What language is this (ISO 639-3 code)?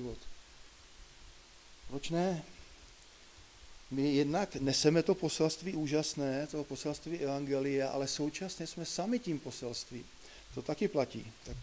ces